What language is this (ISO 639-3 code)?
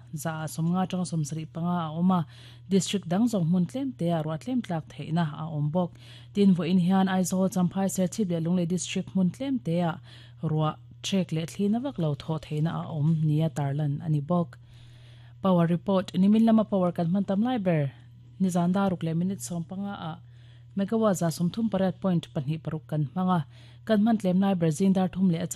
lus